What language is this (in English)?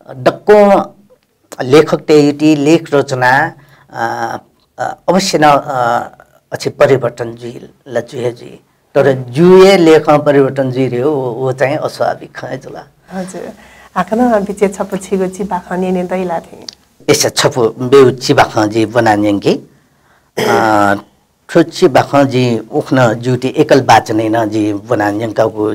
Newari